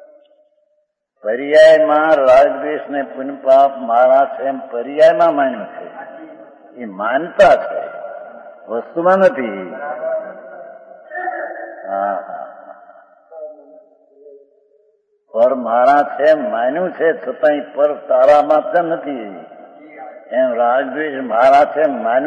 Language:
Gujarati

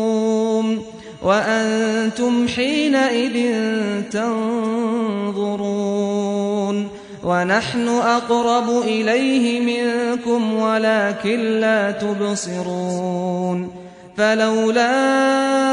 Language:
Arabic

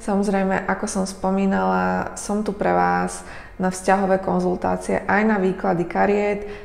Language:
Slovak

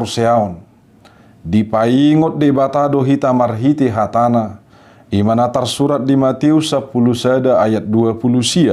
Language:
Batak Toba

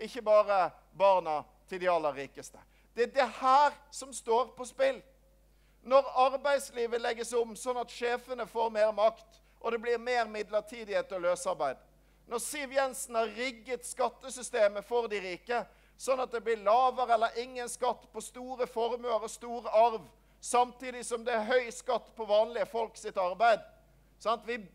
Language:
Norwegian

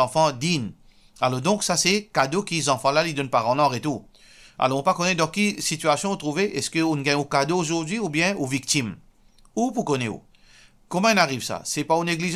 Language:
Morisyen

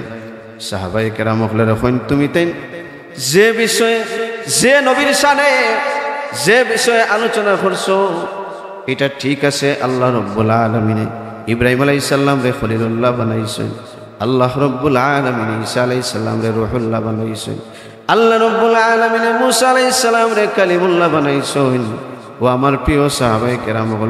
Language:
Sylheti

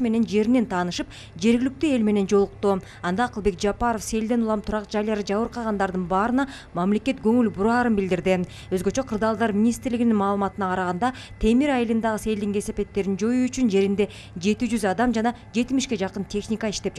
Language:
Kyrgyz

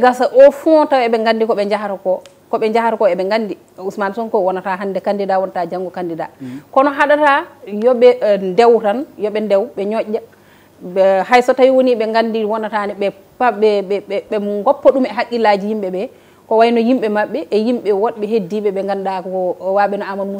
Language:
Fula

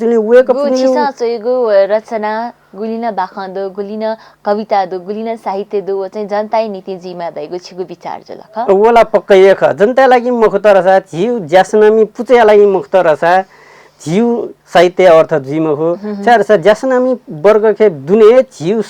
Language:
Newari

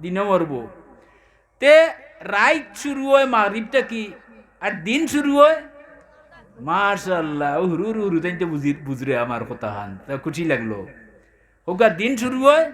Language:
Sylheti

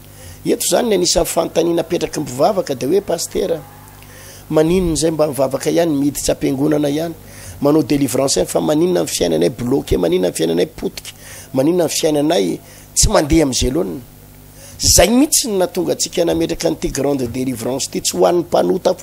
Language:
Malagasy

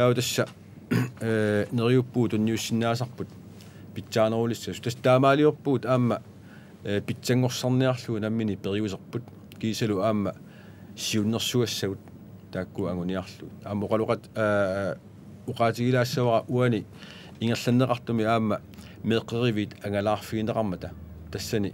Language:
Kalaallisut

